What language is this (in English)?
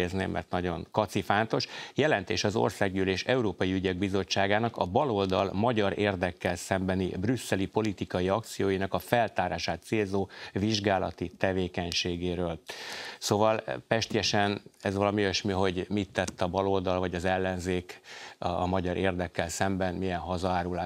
Hungarian